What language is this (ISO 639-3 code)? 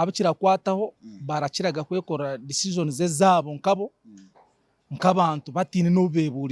nyn